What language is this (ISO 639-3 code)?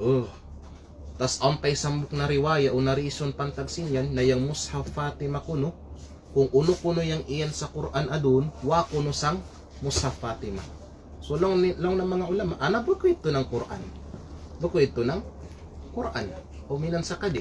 kqe